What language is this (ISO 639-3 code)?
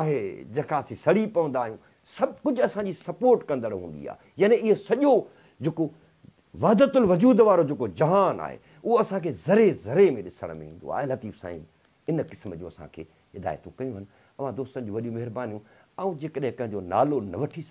snd